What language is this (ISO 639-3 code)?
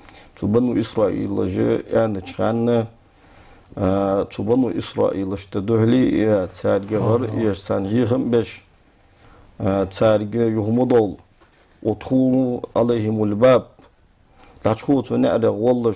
inh